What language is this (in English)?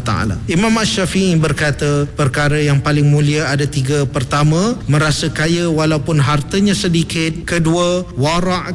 Malay